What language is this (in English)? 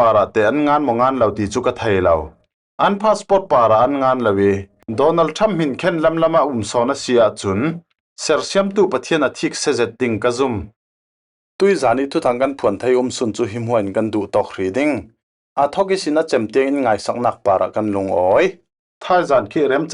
Falam Chin